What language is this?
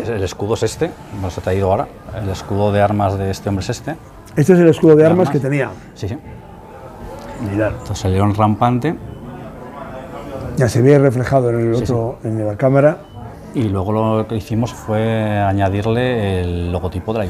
Spanish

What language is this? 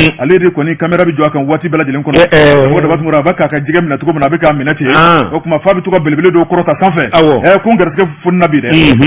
Bambara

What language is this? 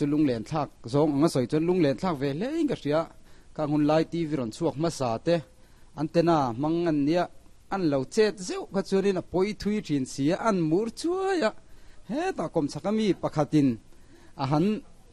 Mizo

